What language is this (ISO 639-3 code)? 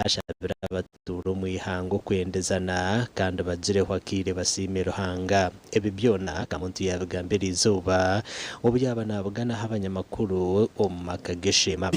nyn